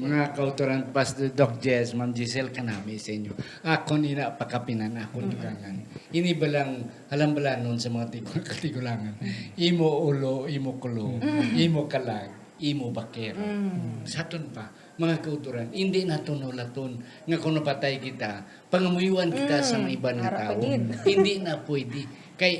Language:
Hiligaynon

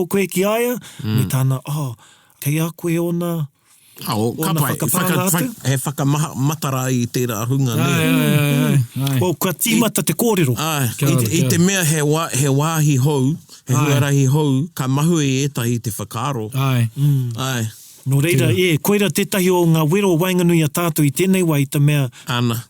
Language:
Māori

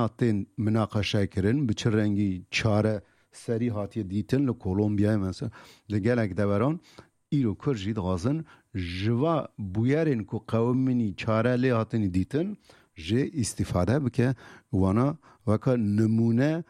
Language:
Kurdish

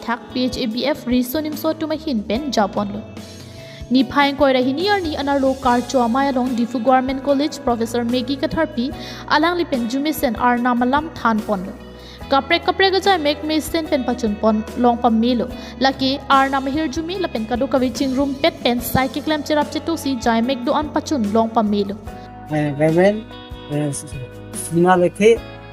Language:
Karbi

